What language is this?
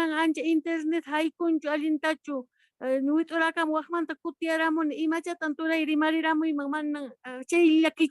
Quechua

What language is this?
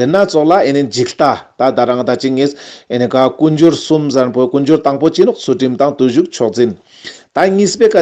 Ladakhi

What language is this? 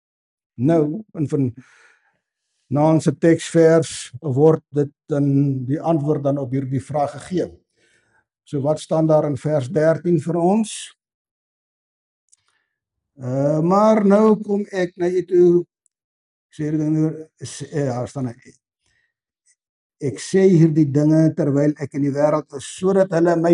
Afrikaans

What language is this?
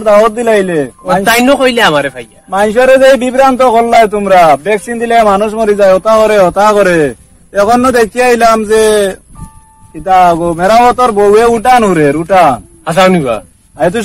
Sylheti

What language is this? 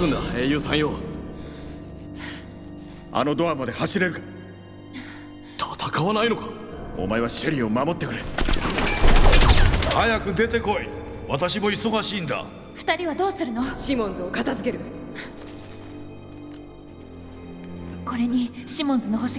Japanese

